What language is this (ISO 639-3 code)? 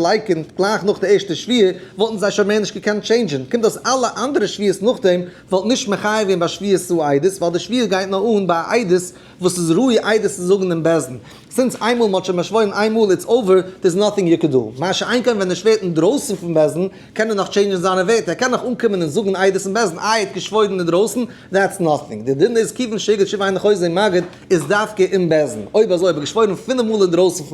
yid